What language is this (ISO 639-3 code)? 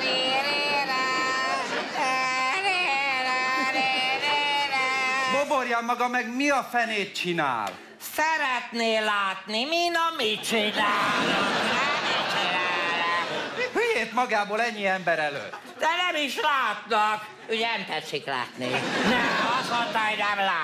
hun